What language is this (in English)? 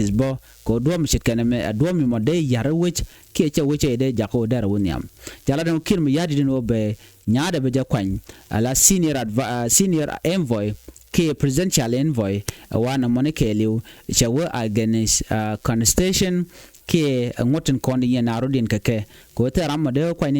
Nuer